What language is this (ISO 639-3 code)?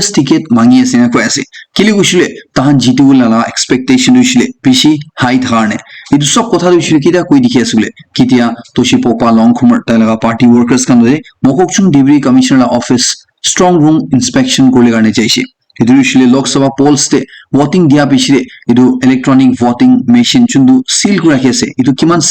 nag